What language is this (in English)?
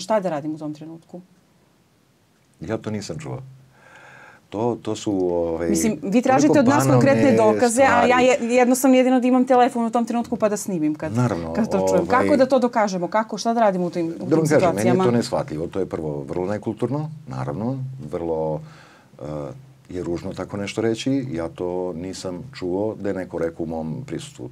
Serbian